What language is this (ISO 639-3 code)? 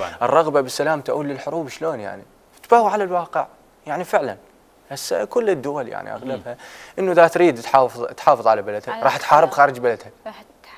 acm